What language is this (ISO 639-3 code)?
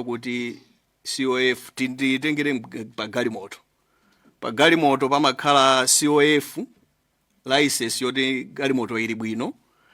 nya